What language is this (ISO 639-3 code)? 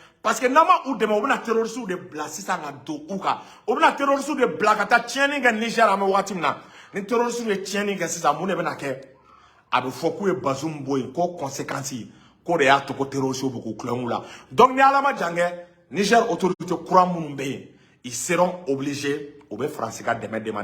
bam